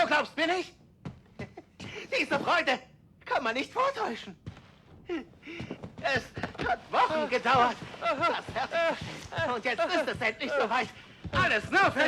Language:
Bavarian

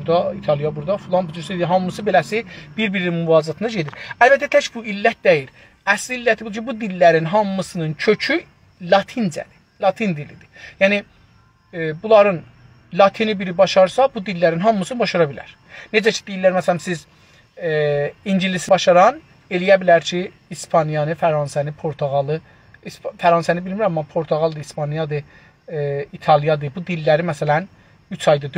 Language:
South Azerbaijani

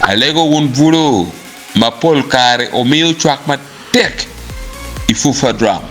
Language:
Acoli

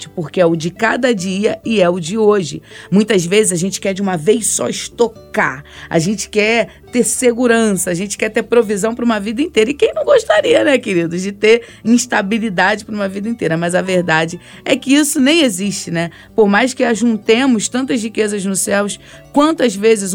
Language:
Portuguese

